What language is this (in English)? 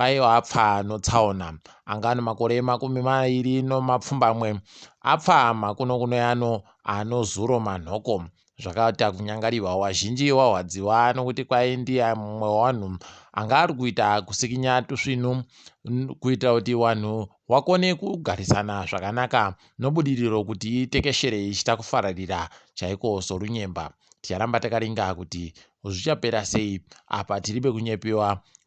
Ndau